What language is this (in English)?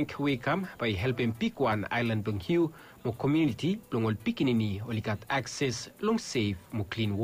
Bislama